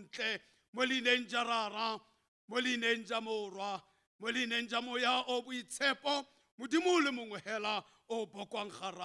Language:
Tswana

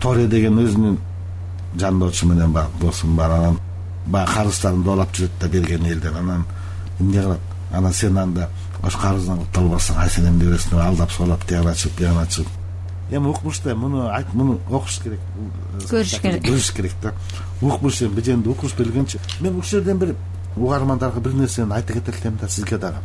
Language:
Kyrgyz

